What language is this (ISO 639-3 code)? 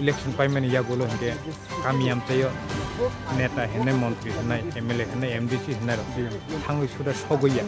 trp